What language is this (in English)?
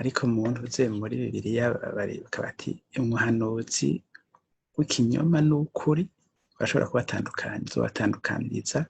Rundi